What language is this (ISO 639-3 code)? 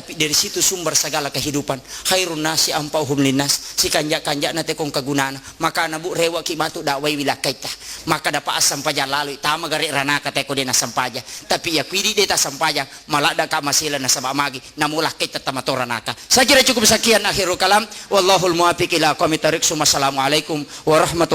bug